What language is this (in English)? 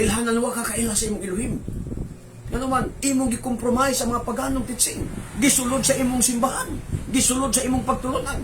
Cebuano